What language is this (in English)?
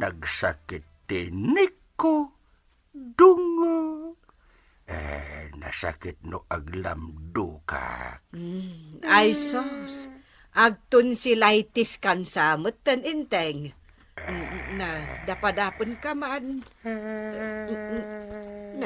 Iloko